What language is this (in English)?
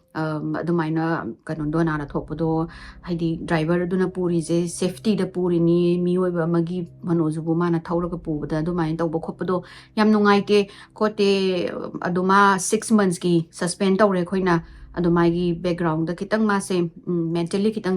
Manipuri